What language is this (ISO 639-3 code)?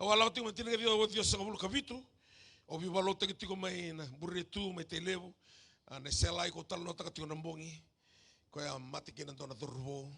fij